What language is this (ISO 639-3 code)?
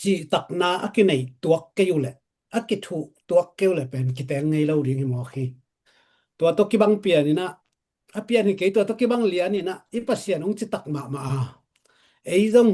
ctd